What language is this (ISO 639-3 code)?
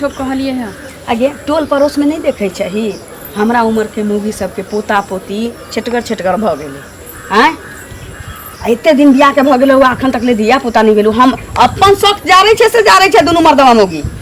mai